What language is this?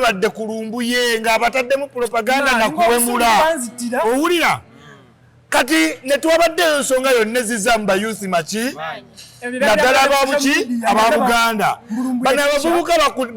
Ganda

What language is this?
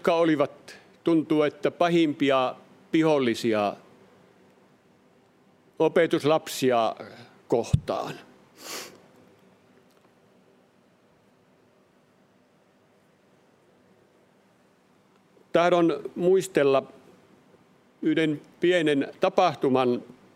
Finnish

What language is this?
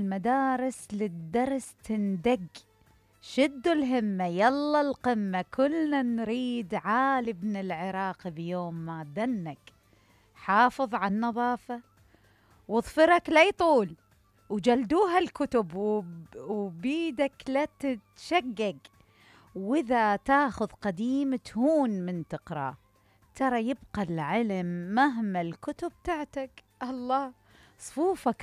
Mesopotamian Arabic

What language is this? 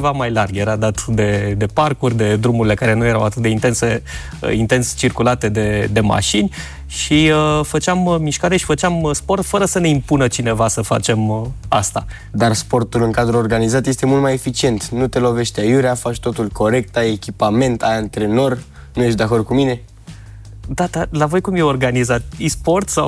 Romanian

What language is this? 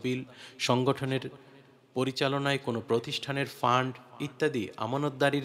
Bangla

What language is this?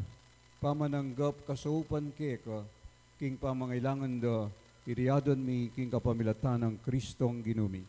Pampanga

